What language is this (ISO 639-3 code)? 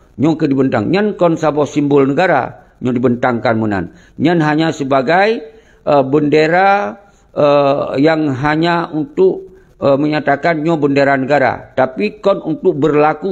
ace